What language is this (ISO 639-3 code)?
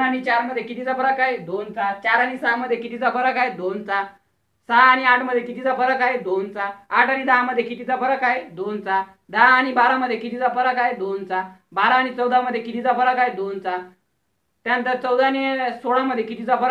mar